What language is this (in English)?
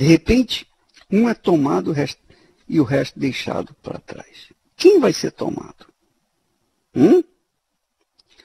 Portuguese